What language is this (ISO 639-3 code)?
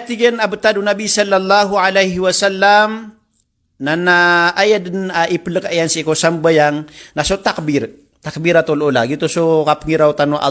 mrw